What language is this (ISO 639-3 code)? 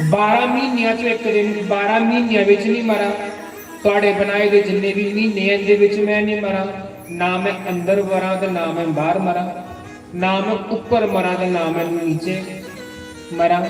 doi